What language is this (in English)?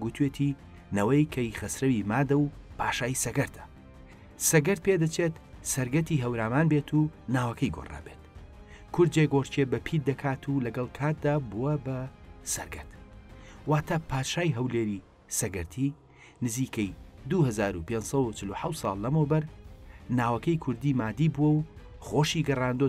Central Kurdish